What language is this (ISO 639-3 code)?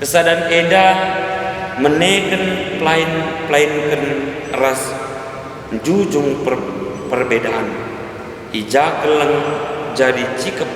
btx